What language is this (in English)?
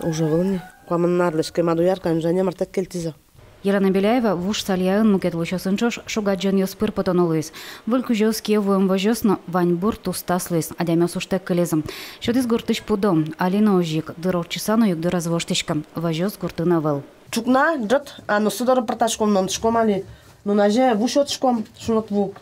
Udmurt